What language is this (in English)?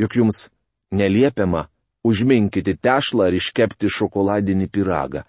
Lithuanian